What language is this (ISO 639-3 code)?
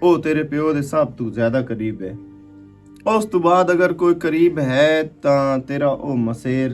lah